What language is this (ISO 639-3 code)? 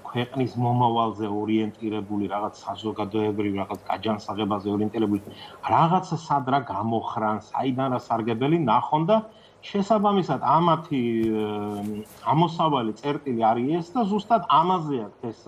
kat